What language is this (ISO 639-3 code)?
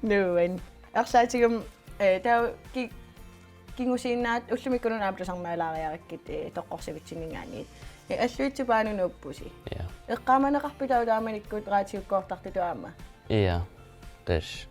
kal